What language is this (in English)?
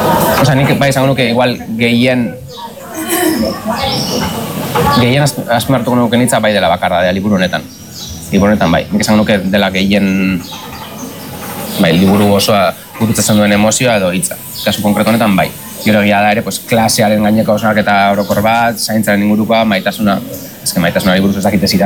Basque